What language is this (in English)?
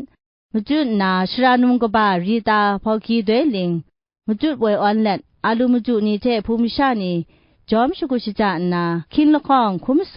Kachin